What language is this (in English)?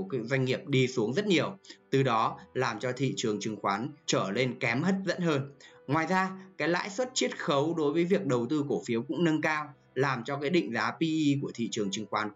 Vietnamese